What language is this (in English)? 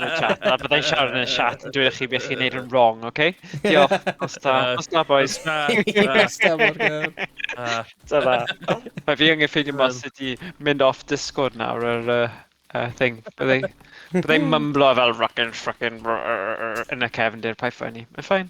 Welsh